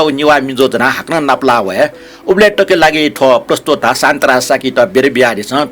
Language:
Newari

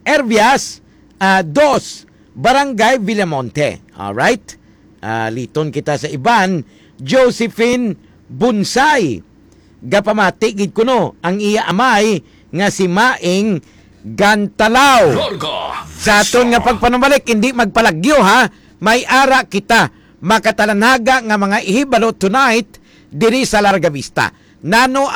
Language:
Hiligaynon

